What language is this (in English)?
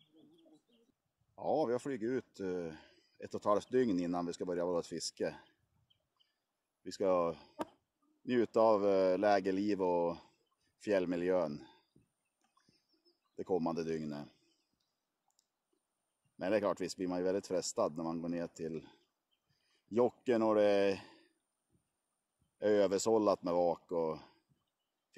Swedish